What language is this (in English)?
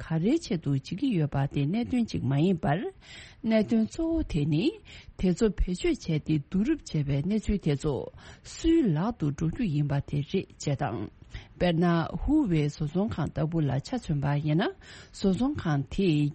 Tibetan